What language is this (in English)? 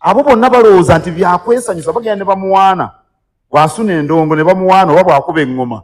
Ganda